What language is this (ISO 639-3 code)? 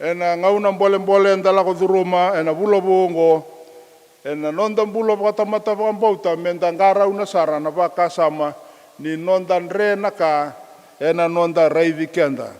fij